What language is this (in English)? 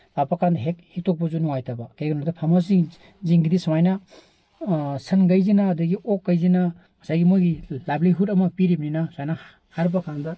Manipuri